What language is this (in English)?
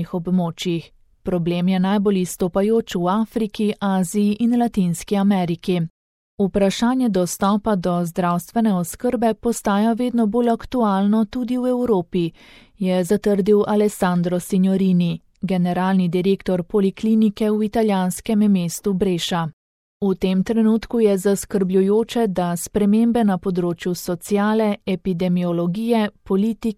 Slovenian